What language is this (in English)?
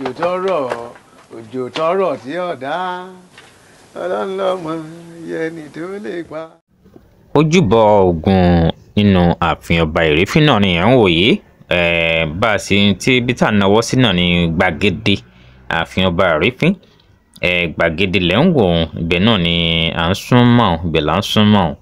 Yoruba